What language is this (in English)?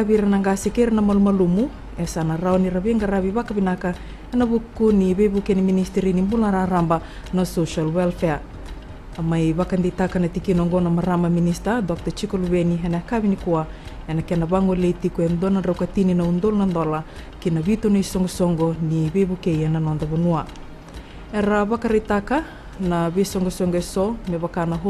Fijian